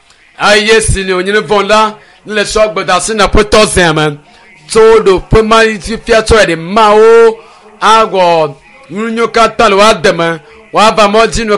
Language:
Ewe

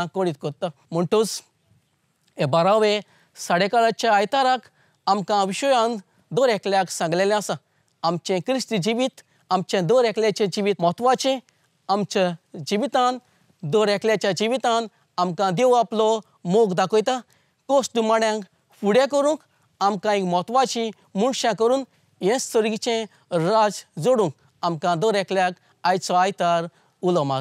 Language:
Konkani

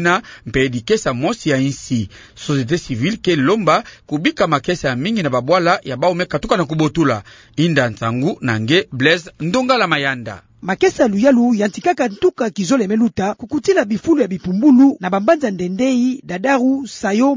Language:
Kituba (Democratic Republic of Congo)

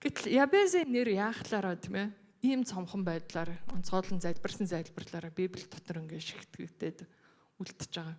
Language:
Mongolian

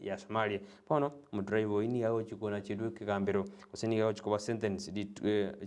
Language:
Gusii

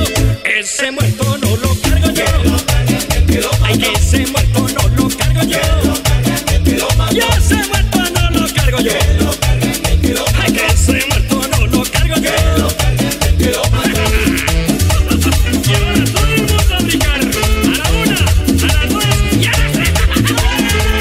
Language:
Spanish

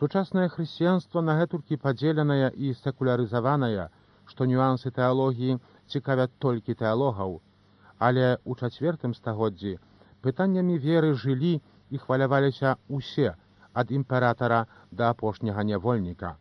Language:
Belarusian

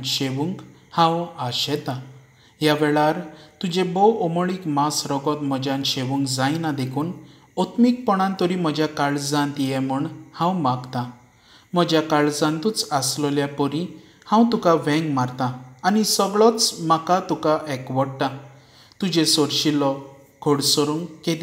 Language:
Konkani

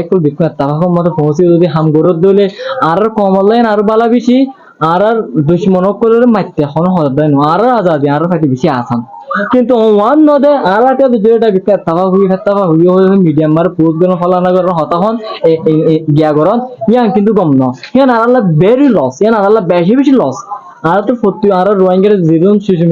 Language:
Rohingya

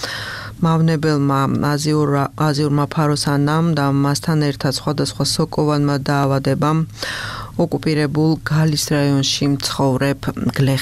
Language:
Georgian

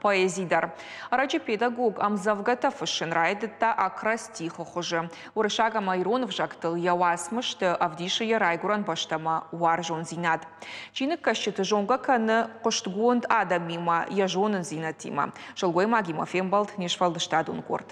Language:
Ossetic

